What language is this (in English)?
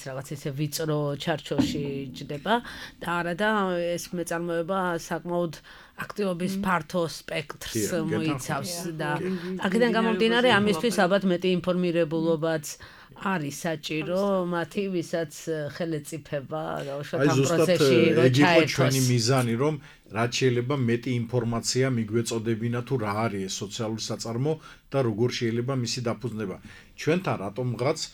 Georgian